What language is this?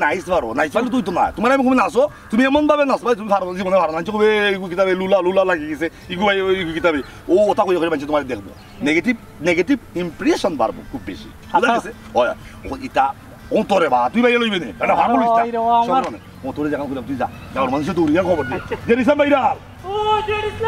Sylheti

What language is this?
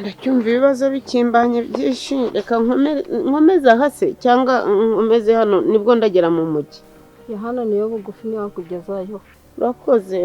Kinyarwanda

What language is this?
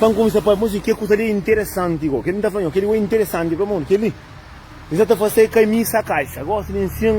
Kabuverdianu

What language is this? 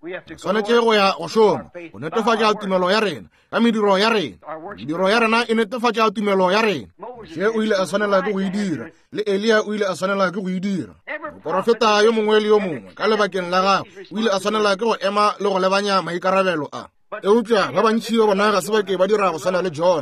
Northern Sotho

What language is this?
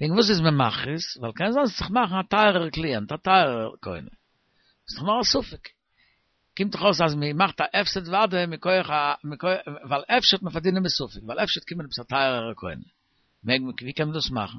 Yiddish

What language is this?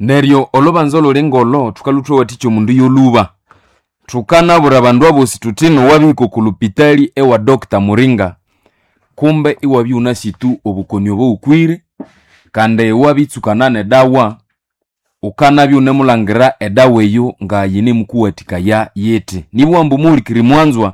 Nande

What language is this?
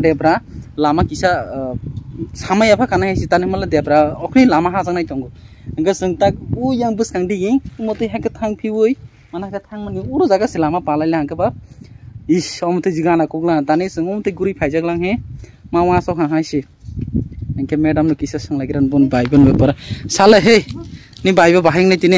Kok Borok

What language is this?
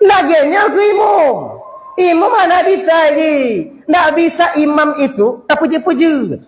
Achinese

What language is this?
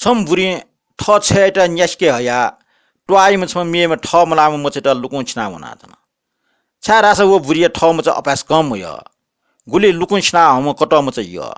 Newari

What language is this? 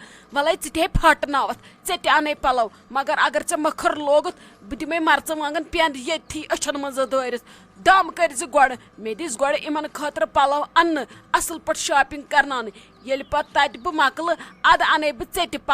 Kashmiri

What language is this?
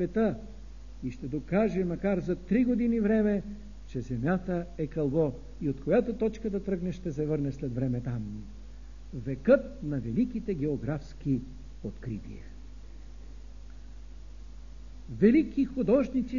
Bulgarian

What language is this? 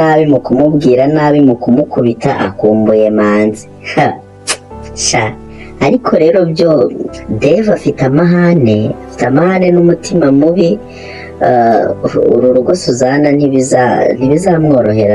Kinyarwanda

